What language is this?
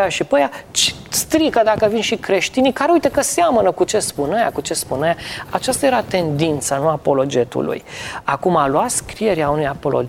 Romanian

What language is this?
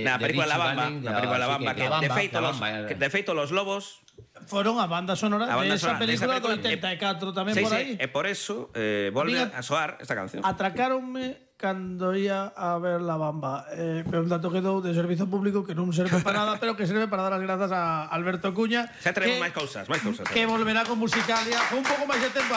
Galician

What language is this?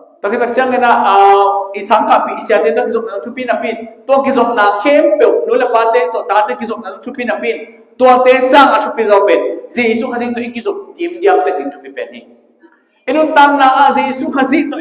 Tedim Chin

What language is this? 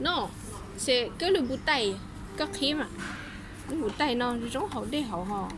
Hmong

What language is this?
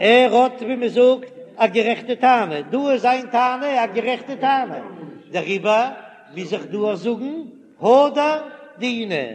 Yiddish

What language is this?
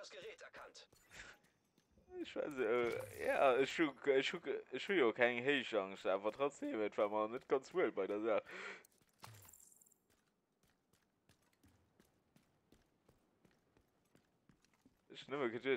German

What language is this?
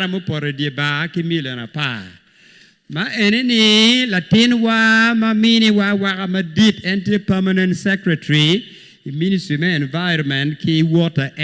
Acoli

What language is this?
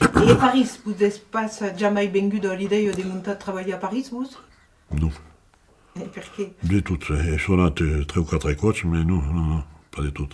Occitan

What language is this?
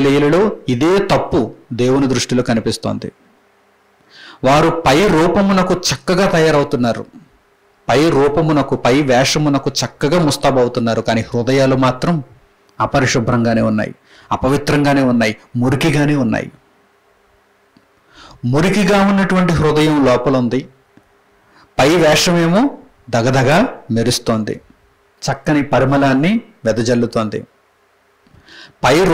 Telugu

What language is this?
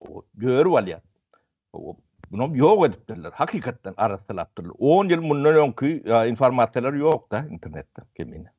Turkmen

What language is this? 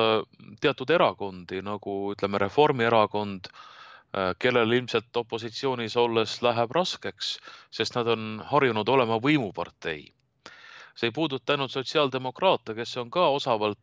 Estonian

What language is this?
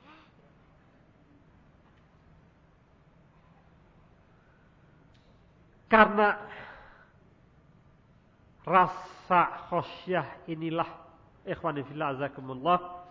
Indonesian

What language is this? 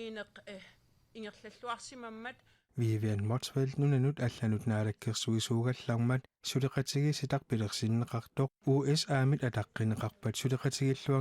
Kalaallisut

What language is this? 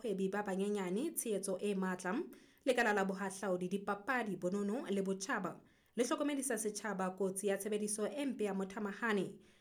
Southern Sotho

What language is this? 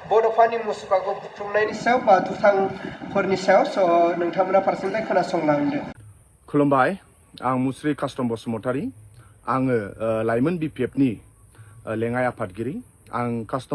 Bodo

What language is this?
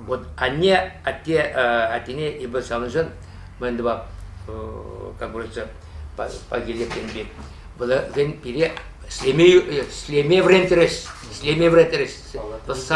Chuvash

